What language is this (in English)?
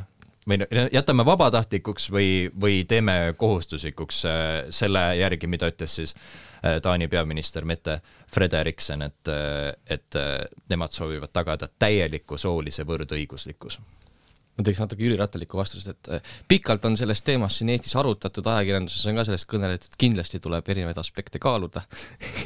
Estonian